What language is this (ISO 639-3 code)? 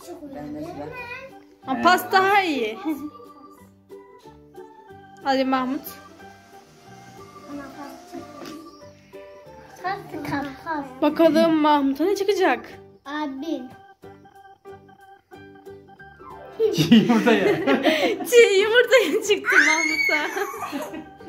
tur